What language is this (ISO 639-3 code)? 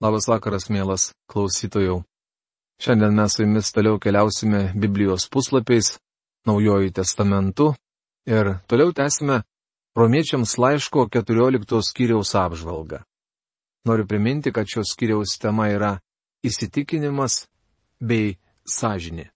lit